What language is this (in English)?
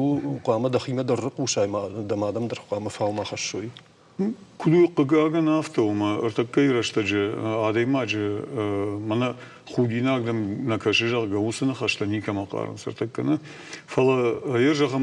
Ossetic